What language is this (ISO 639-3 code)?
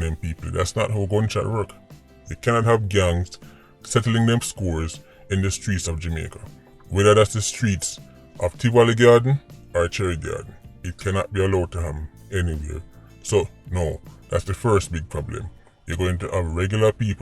jam